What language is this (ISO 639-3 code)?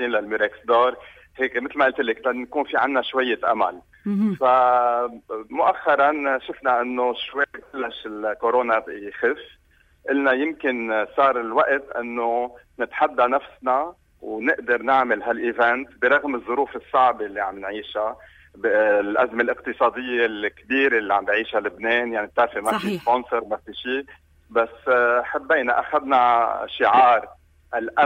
apc